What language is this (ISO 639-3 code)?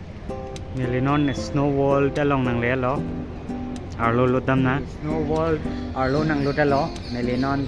mjw